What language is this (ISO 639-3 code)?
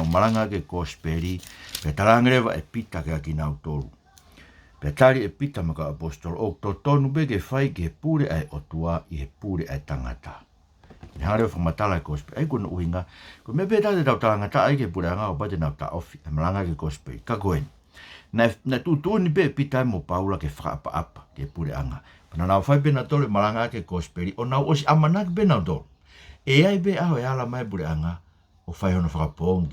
ton